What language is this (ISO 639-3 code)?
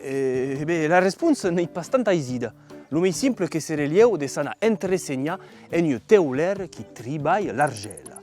oci